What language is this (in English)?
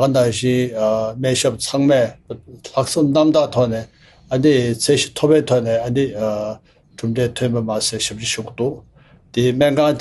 Tibetan